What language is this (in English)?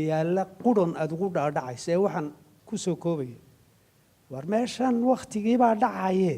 Somali